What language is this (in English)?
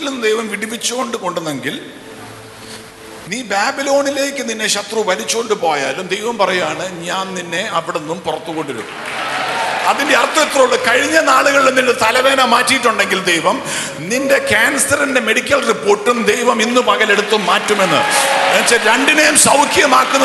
Malayalam